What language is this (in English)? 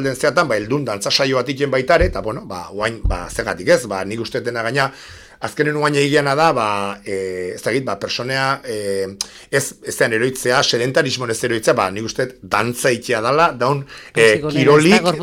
Basque